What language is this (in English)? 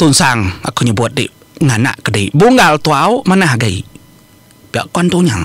Iban